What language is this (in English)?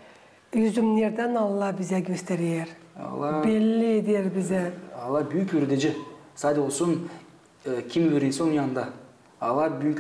Gagauz